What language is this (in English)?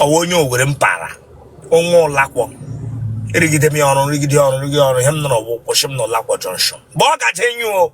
Igbo